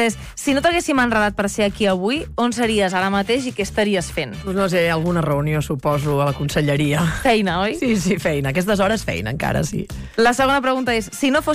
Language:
Catalan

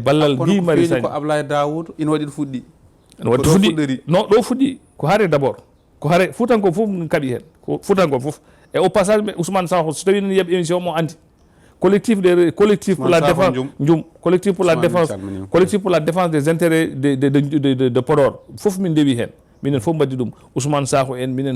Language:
Fula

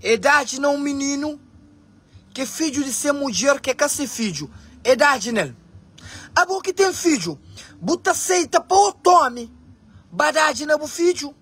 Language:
Kabuverdianu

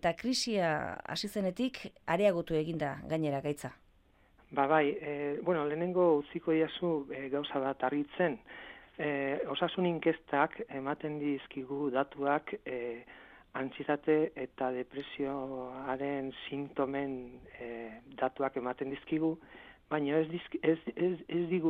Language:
Basque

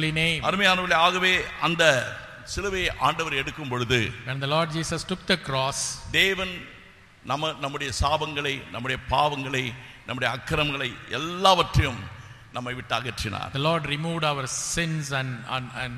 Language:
Tamil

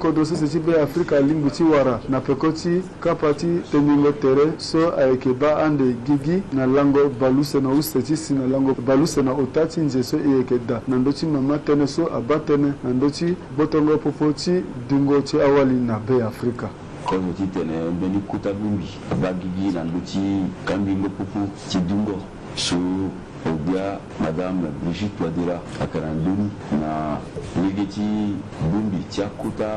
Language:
Sango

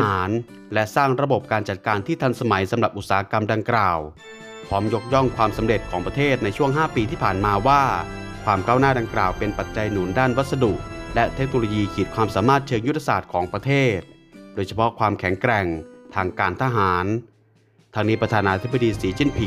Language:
Thai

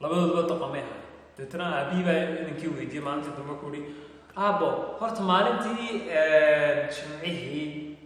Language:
Somali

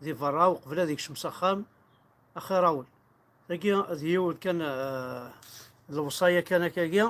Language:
Kabyle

